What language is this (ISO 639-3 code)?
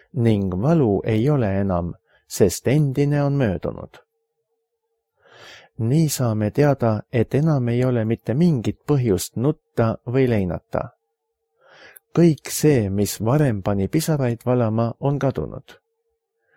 est